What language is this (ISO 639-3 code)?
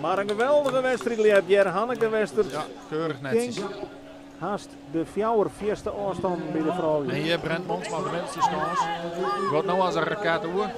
fry